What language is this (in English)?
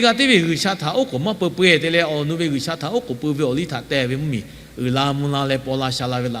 Lahu